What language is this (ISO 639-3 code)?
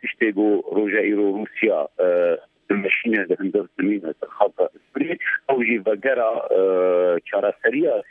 kur